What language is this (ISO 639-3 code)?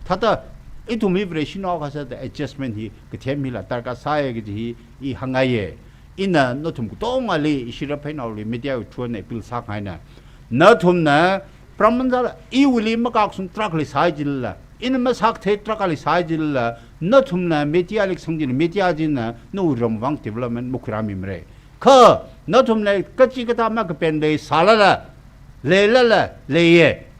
nmf